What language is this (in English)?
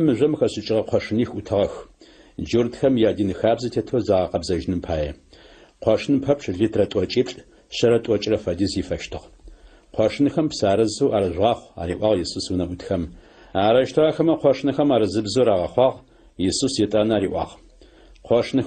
Adyghe